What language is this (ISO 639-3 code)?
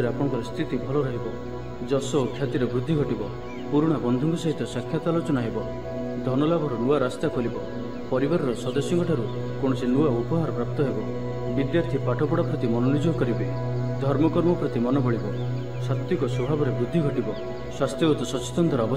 ori